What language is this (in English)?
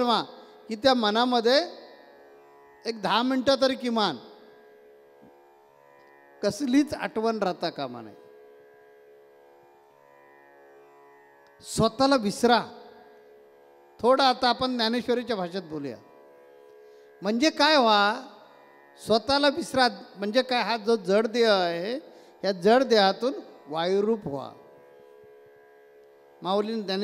Marathi